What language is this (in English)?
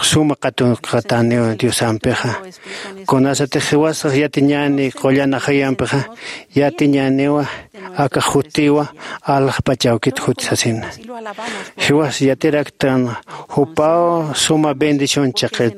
Aymara